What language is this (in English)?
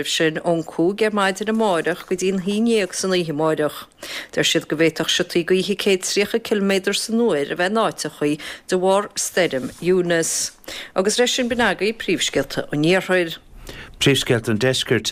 Irish